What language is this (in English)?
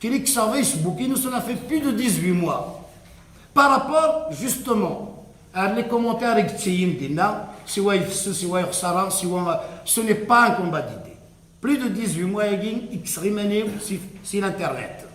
Kabyle